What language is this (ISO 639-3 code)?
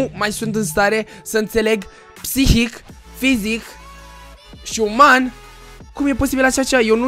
ron